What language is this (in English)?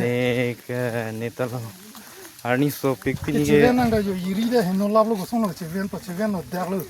Karbi